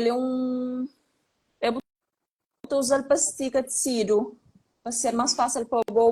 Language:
Kabuverdianu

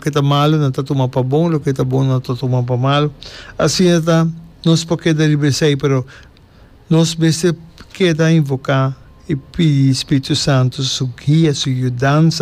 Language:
Papiamento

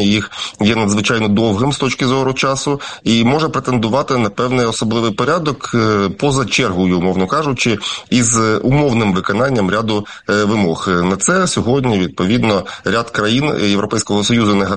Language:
Ukrainian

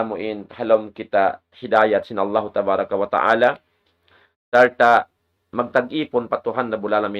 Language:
Tausug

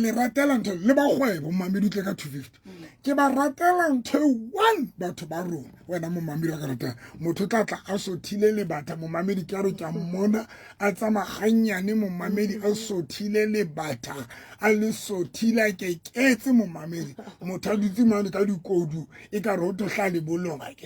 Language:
Southern Sotho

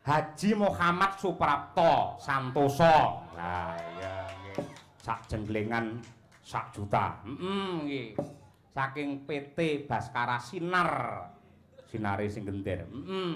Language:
Javanese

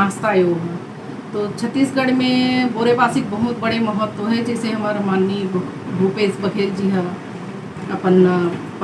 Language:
Chhattisgarhi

